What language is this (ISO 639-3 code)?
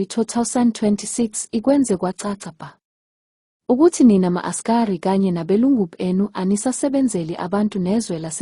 zul